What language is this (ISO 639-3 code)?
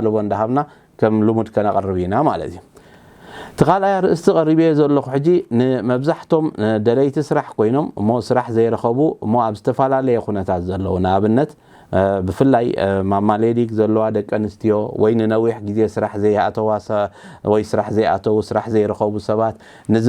tir